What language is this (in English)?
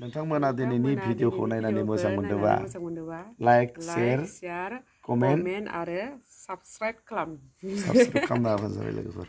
Bodo